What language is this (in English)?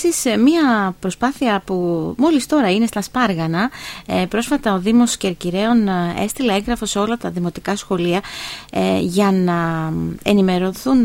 Greek